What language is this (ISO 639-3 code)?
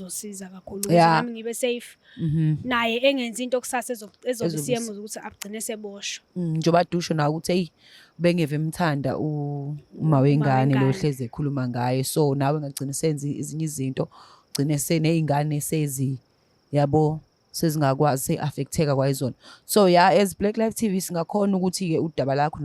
zul